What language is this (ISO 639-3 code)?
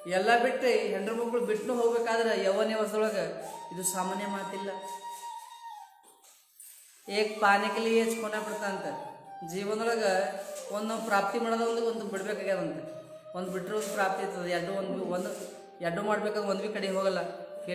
kan